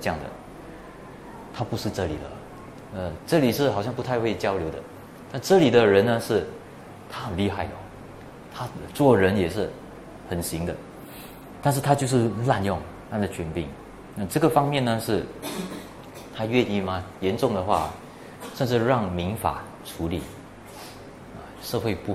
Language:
Chinese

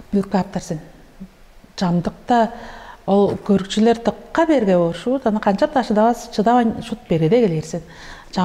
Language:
Tuvinian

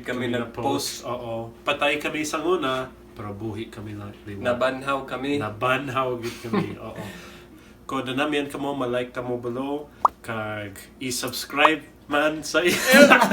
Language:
Hiligaynon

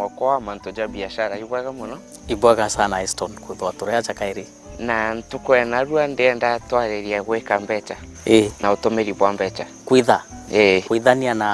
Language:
Meru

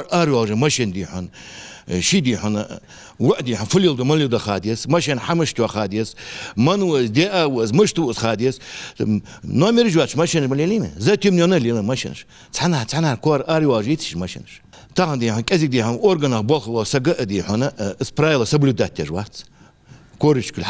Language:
Ingush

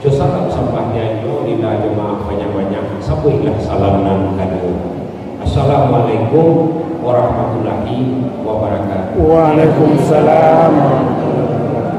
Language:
Minangkabau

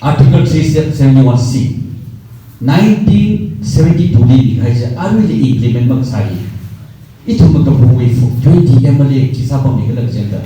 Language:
Tangkhul Naga (India)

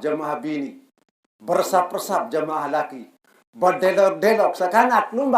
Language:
Sasak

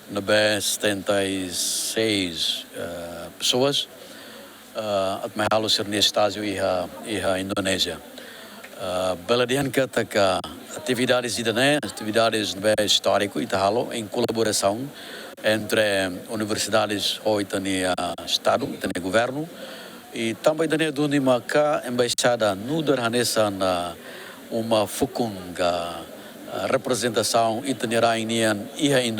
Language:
Tetum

